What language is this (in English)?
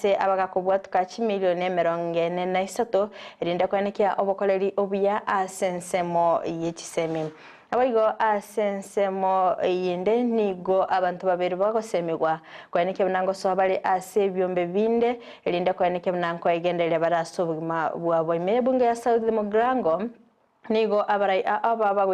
Gusii